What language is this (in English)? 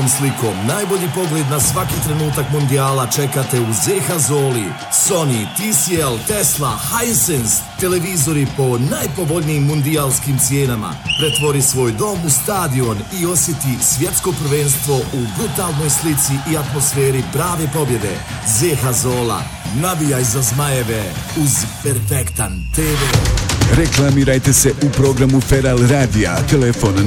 Bosnian